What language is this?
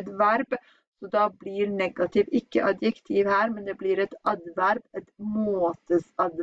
Norwegian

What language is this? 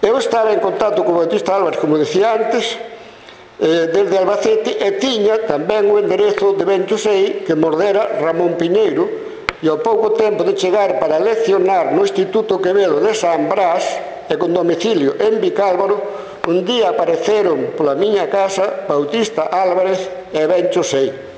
Galician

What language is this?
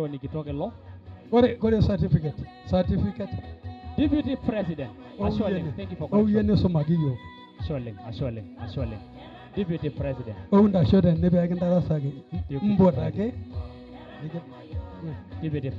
Masai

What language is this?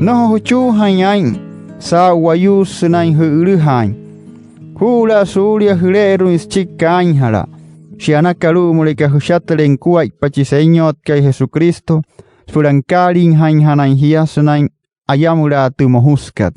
Wayuu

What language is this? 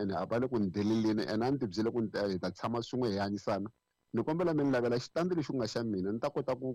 Tsonga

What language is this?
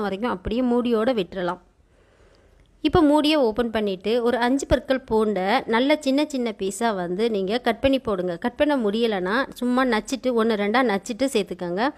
Tamil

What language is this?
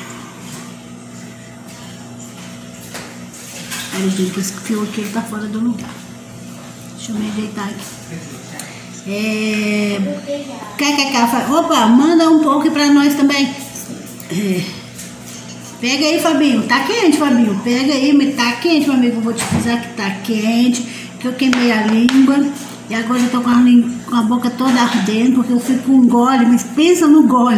Portuguese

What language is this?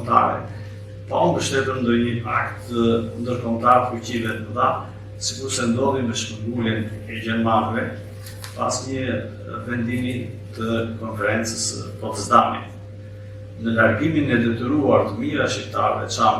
Albanian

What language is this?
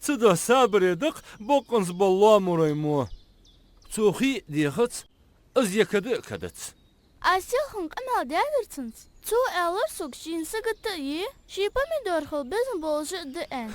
Ingush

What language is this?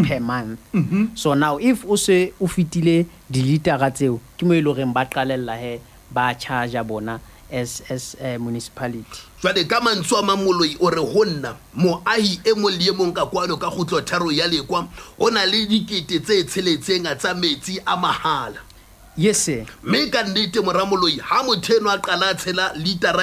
Southern Sotho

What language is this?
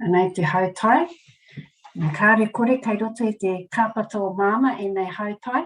Māori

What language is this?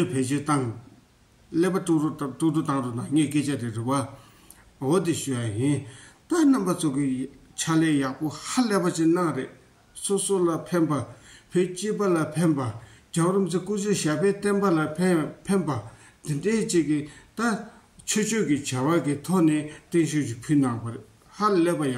Tibetan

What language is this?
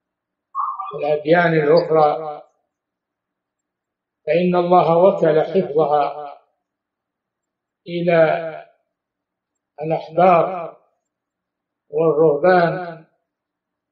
Arabic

